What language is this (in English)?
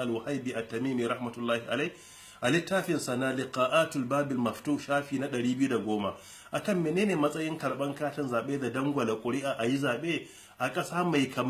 Hausa